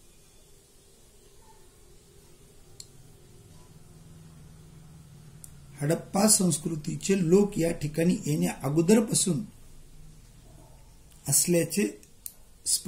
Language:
Marathi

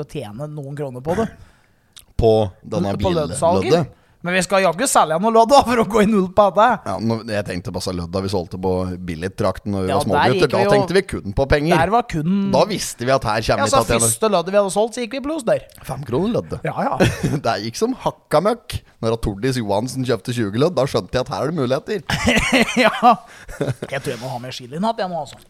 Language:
Norwegian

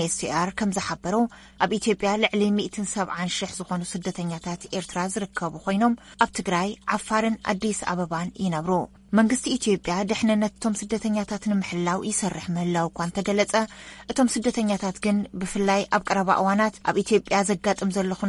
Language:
Tigrinya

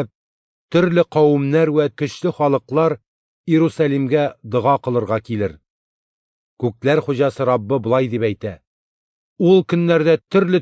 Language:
Tatar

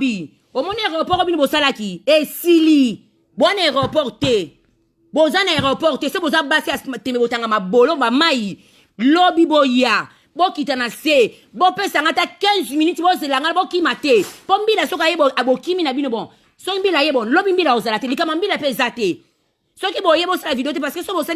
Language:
Lingala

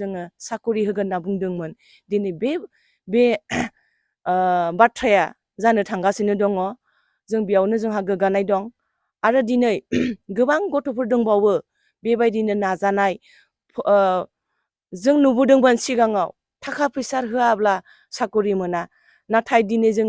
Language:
Bodo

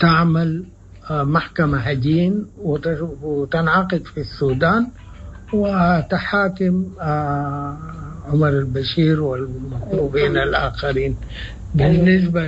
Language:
Sudanese Arabic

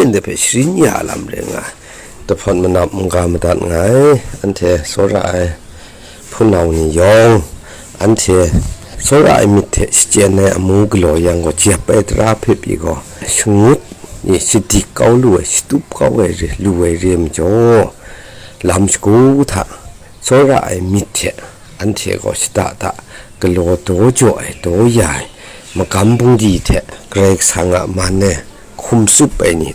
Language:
Kachin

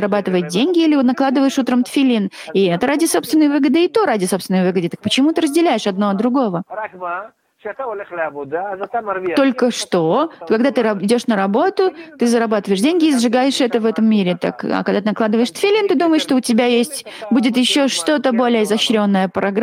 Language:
Russian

